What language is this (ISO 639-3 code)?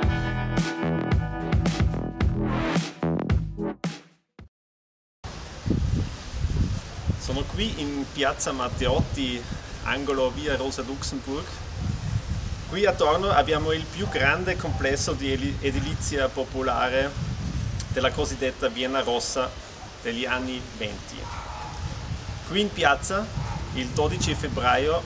ita